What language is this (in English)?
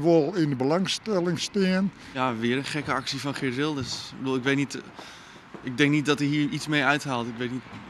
Western Frisian